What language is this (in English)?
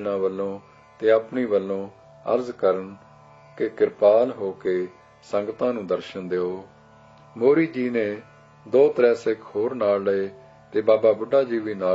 Punjabi